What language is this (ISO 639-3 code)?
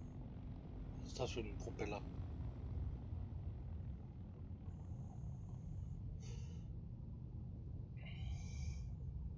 deu